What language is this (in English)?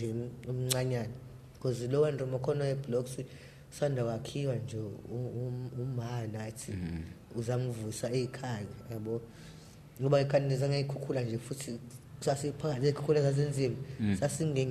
Zulu